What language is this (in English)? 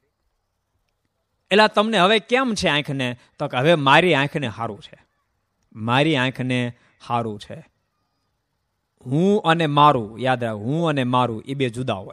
Gujarati